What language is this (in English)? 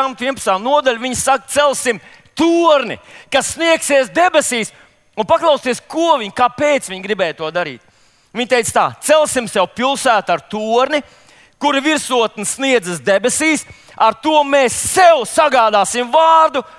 Latvian